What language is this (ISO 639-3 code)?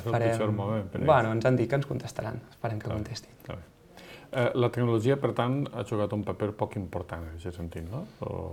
cat